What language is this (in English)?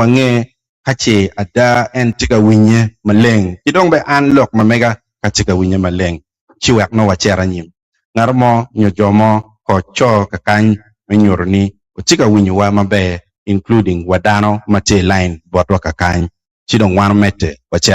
Acoli